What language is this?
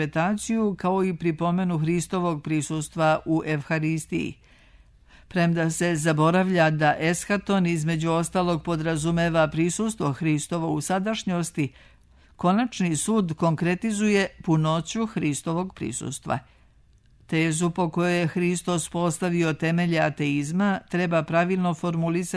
Serbian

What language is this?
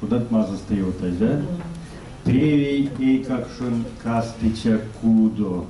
Erzya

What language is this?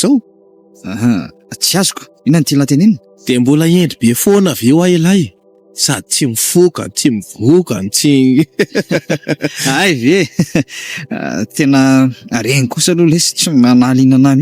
Malagasy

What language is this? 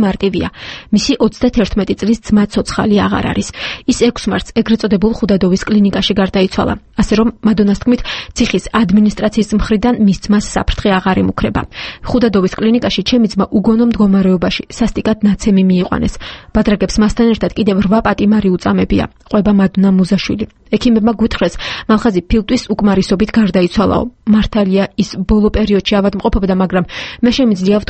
Georgian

